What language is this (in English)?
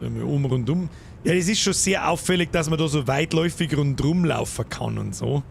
Bavarian